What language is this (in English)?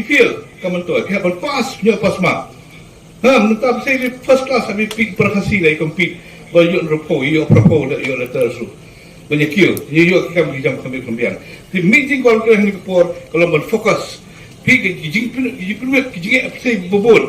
Khasi